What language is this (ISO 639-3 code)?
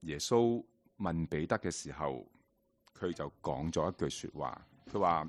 yue